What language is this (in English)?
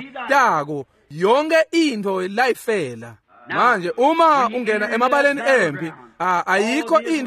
Swati